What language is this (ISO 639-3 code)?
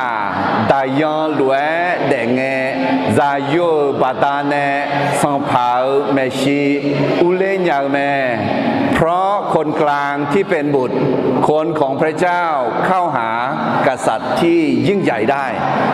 ahk